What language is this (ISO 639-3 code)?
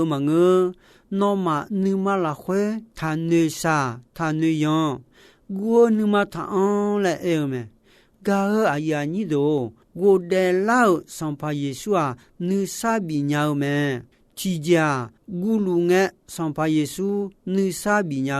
ahk